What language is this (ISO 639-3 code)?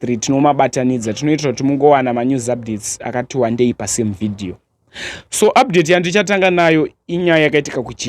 sna